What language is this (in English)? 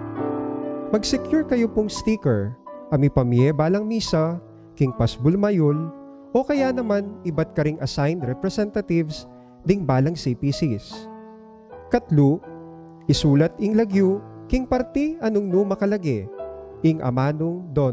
Pampanga